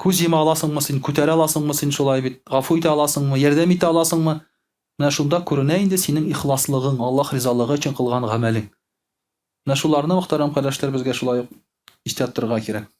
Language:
Tatar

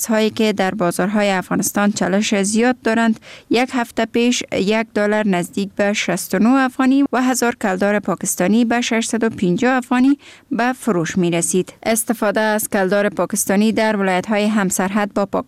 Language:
Persian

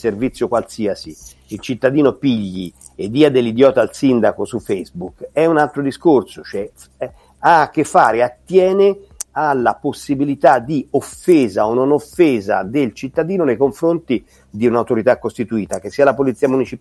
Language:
Italian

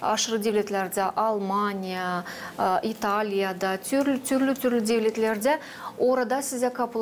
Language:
Gagauz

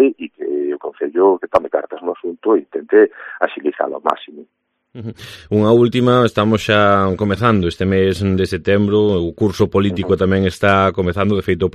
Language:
Galician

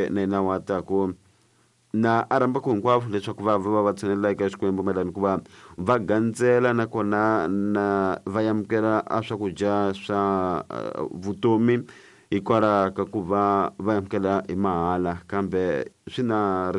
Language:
Tsonga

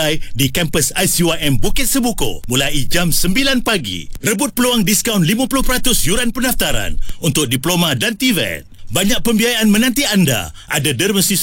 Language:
Malay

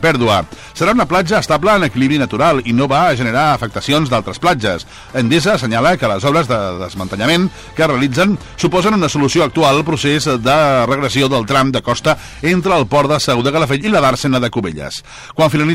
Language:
Catalan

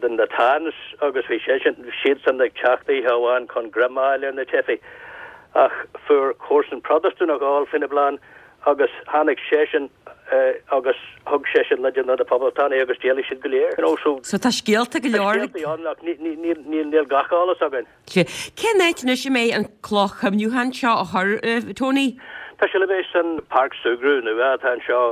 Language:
Irish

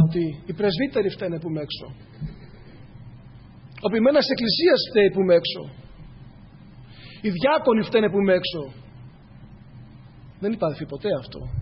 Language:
Greek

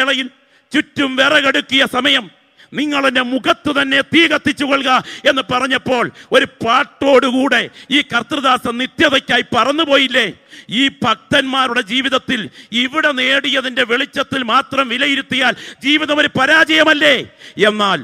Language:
Malayalam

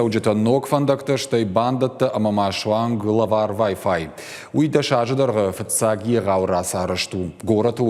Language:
Ossetic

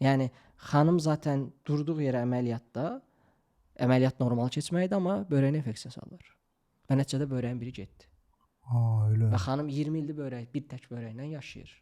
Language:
Azerbaijani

